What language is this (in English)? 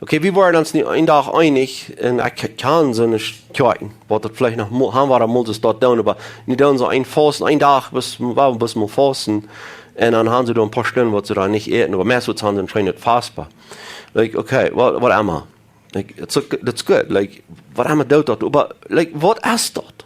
Plautdietsch